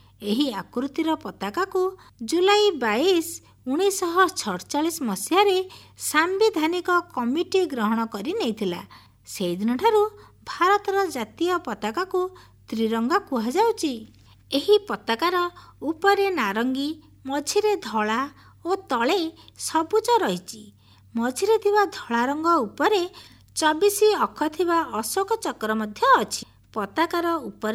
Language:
Odia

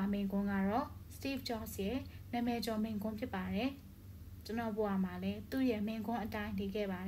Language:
Burmese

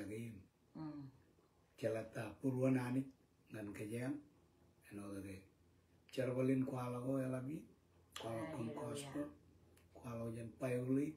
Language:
Marshallese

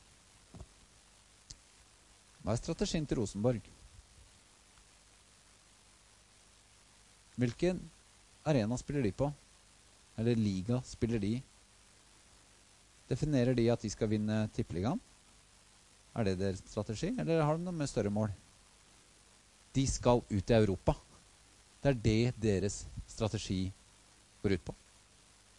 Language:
Norwegian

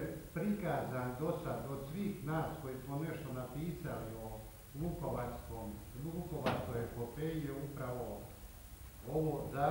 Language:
Croatian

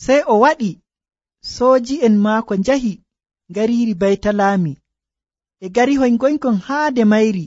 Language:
Nigerian Fulfulde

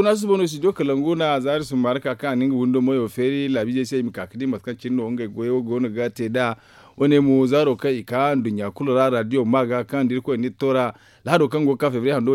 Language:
Zarma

